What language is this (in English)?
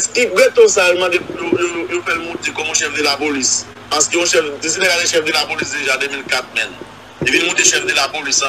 Haitian Creole